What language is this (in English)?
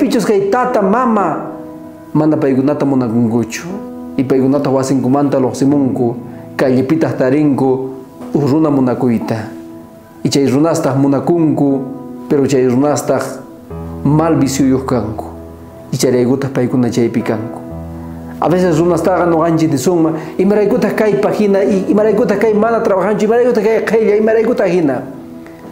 South Bolivian Quechua